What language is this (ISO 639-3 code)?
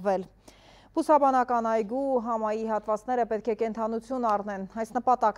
hye